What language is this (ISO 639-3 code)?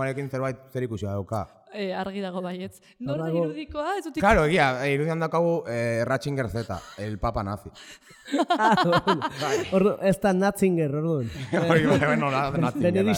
eus